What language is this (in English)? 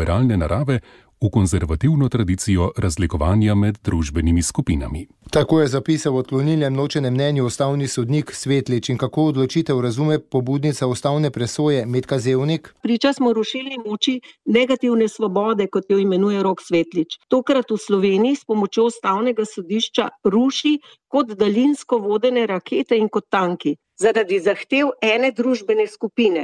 Slovenian